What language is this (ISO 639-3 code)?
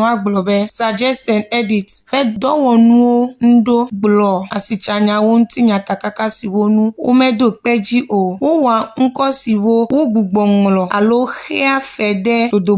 ewe